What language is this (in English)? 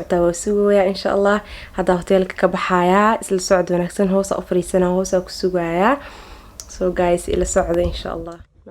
Somali